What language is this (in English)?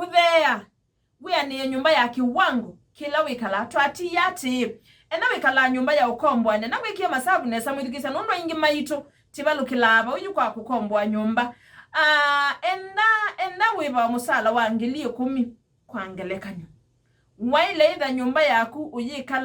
Kamba